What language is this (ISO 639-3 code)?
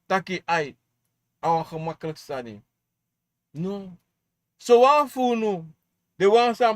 srn